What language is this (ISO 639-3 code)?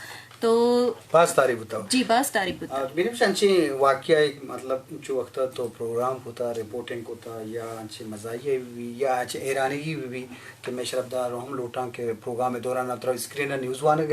bgp